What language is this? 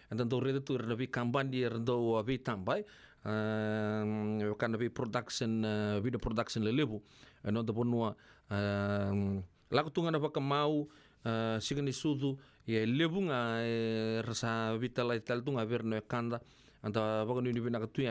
Fijian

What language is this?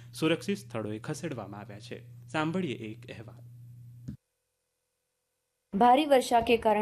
Gujarati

